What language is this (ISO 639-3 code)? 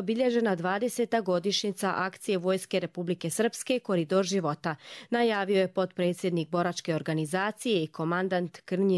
hrv